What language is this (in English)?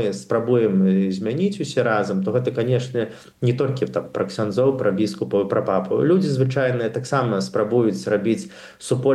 Belarusian